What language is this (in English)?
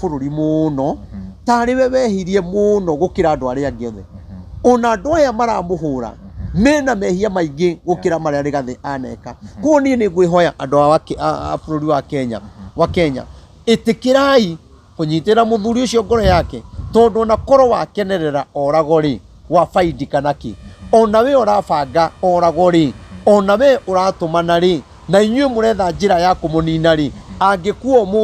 Kikuyu